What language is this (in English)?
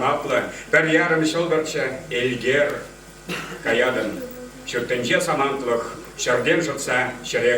Chuvash